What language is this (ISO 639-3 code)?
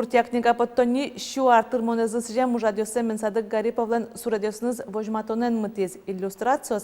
udm